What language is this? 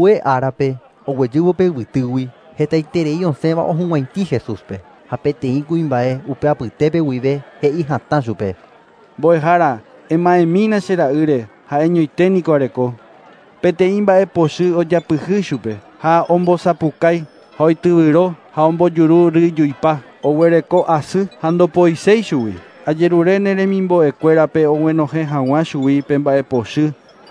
Guarani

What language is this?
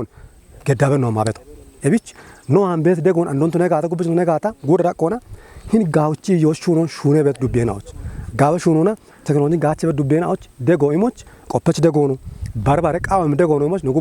Kafa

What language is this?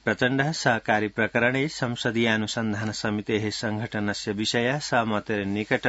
Sanskrit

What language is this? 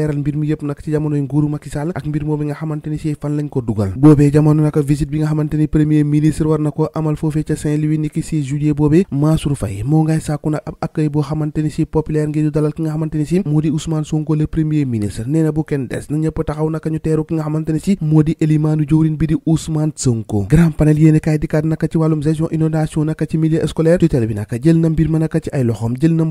Wolof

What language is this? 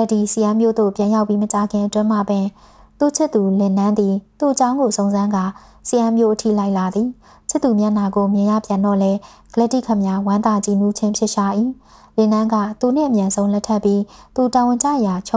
Burmese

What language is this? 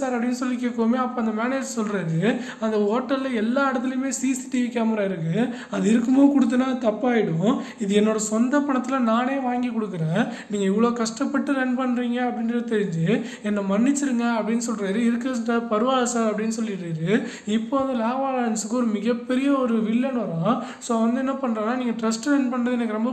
Tamil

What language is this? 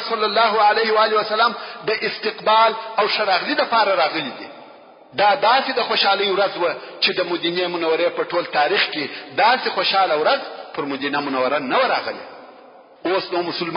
Pashto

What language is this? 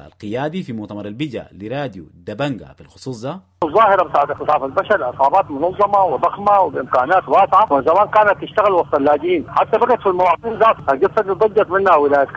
Sudanese Arabic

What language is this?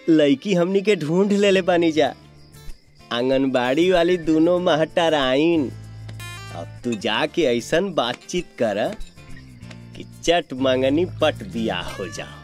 Bhojpuri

